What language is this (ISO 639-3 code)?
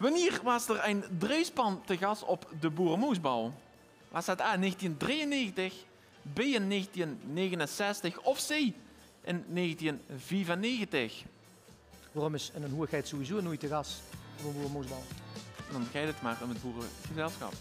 lim